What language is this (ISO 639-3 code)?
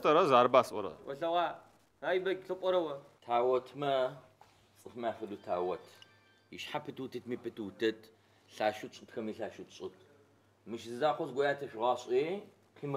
ady